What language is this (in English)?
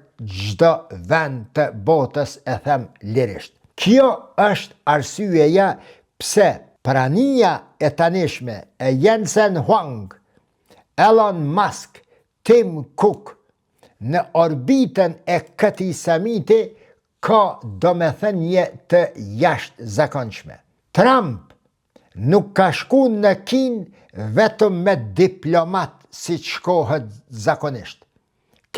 Albanian